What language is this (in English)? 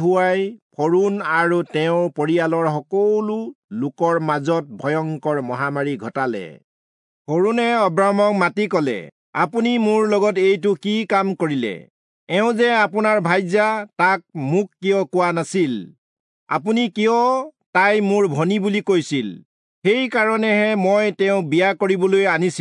Assamese